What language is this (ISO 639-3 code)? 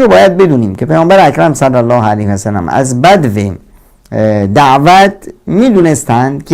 fas